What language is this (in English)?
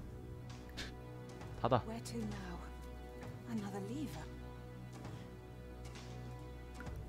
Korean